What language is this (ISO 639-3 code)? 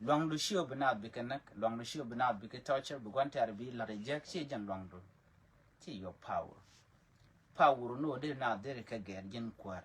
nus